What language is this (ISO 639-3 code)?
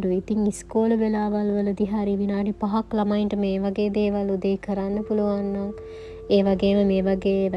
sin